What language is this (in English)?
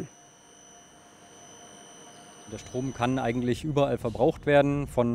German